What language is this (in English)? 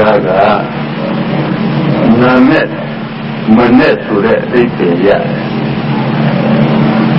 Burmese